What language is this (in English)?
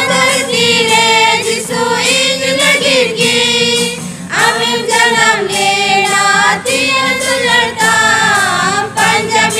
Santali